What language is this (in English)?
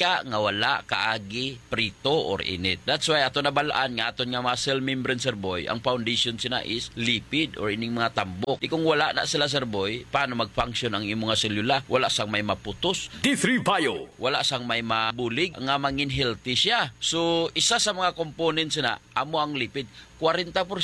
Hiligaynon